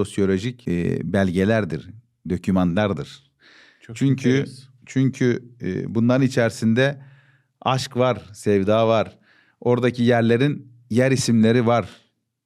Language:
Gagauz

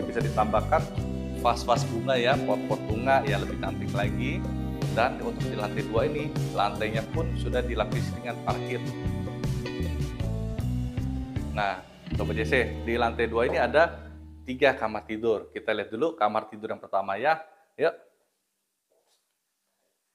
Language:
Indonesian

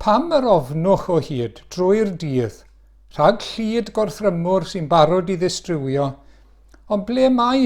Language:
Welsh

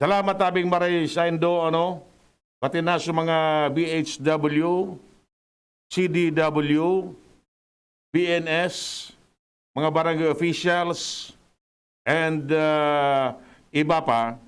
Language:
Bikol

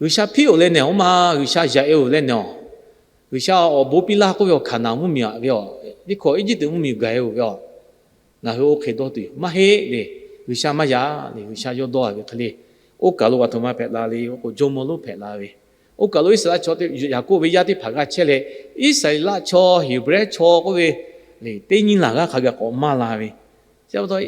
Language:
Lahu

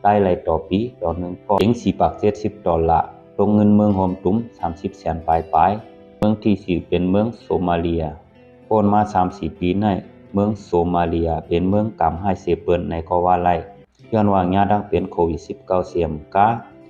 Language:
Shan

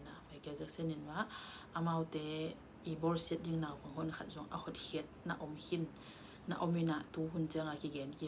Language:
Tedim Chin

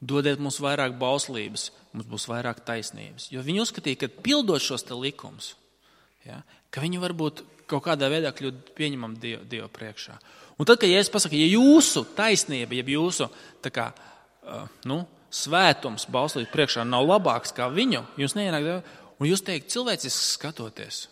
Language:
Latvian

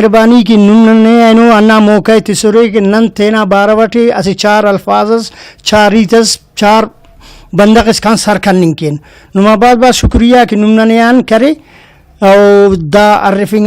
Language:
Brahui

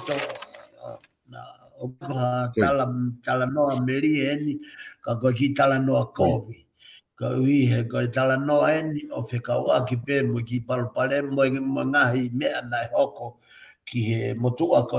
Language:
Tongan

